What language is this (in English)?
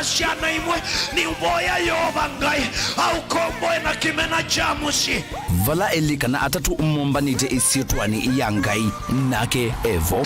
Kamba